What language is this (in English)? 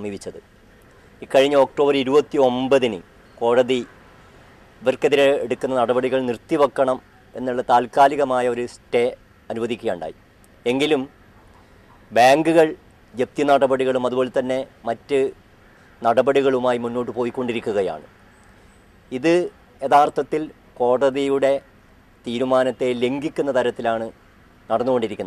Malayalam